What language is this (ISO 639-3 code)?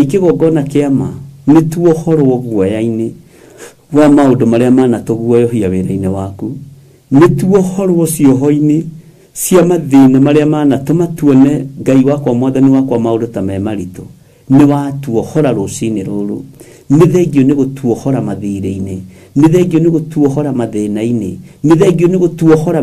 kik